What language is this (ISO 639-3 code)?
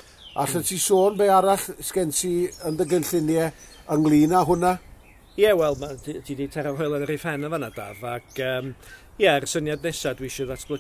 cym